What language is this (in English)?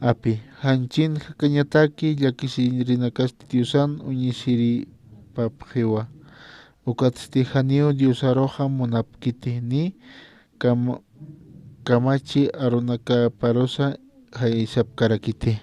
Aymara